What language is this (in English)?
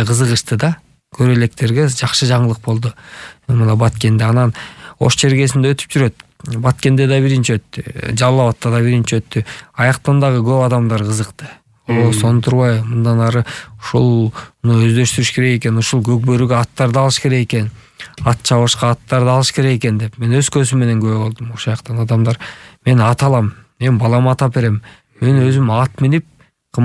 Kyrgyz